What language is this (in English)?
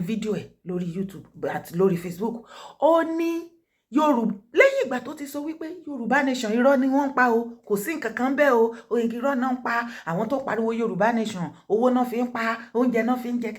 Yoruba